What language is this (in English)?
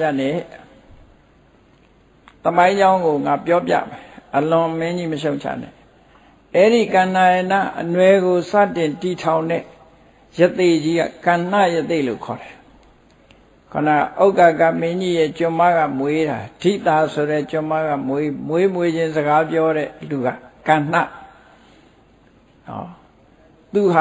Burmese